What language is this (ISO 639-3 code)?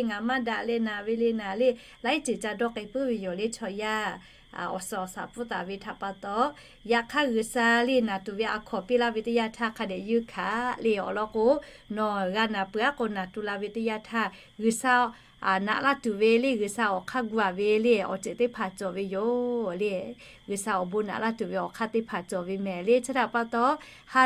lhu